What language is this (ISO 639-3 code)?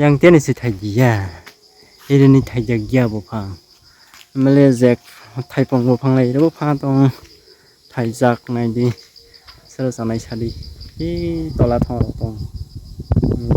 trp